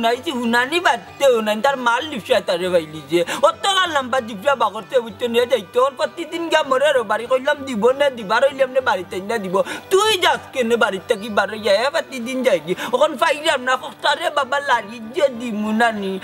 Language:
Sylheti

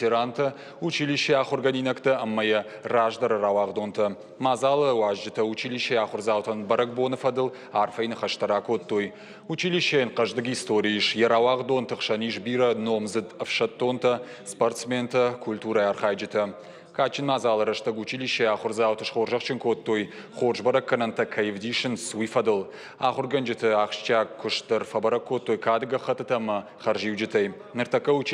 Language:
Ossetic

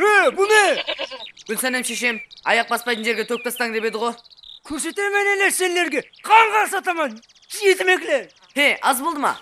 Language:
Kara-Kalpak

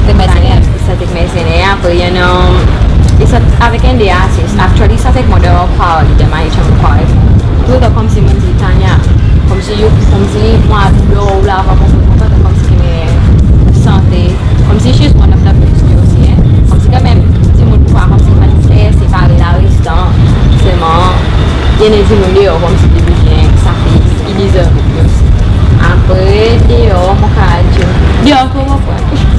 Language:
Seselwa Creole French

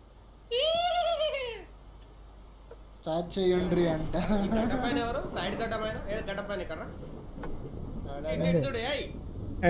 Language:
Telugu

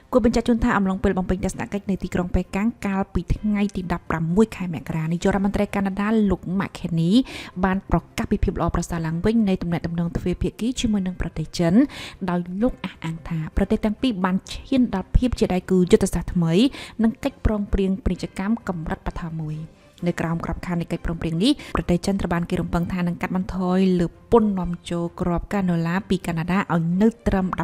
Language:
Khmer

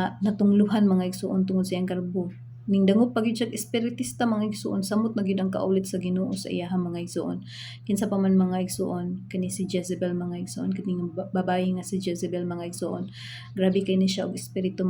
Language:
Cebuano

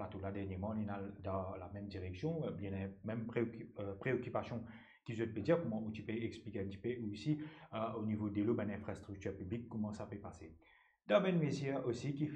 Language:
Morisyen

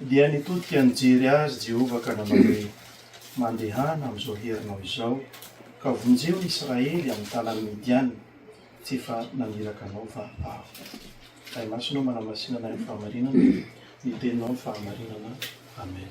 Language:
Malagasy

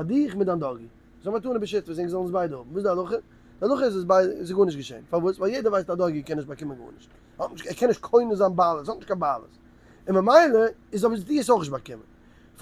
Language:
Yiddish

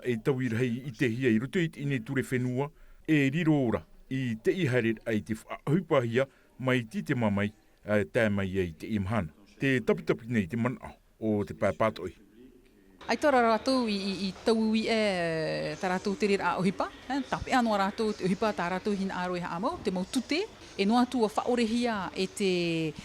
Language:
Tahitian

